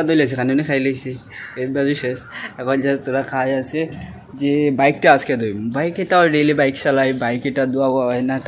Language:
Sylheti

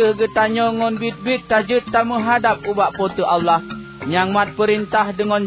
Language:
Achinese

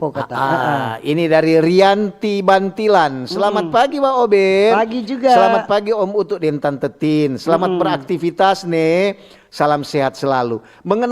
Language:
Manado Malay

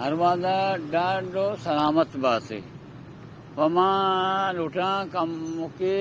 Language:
Eastern Balochi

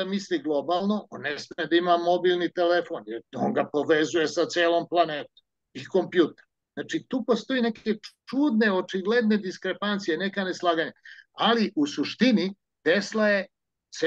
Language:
Serbian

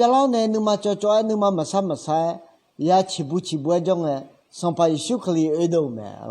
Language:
Akha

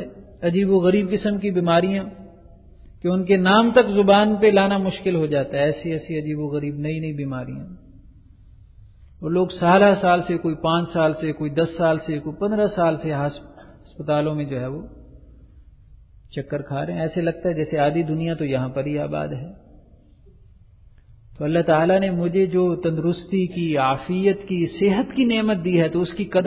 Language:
Urdu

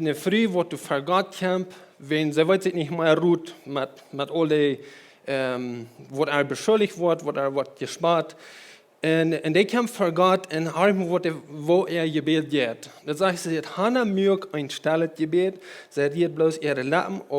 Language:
Plautdietsch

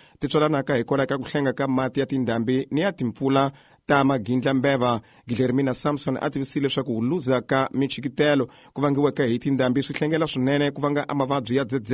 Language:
Tsonga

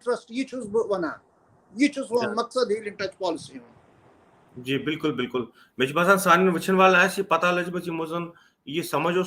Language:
Kashmiri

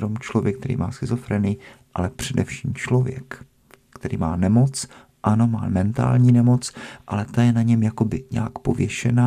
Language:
Czech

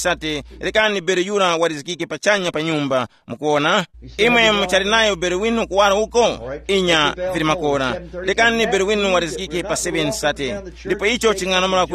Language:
Tumbuka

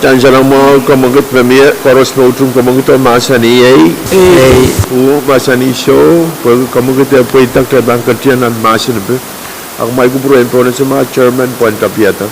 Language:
Pohnpeian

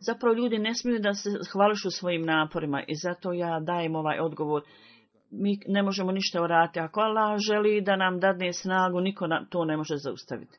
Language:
Bosnian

